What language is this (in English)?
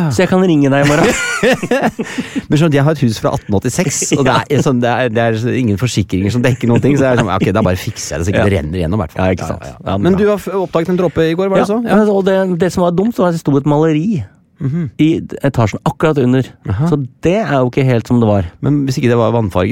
Norwegian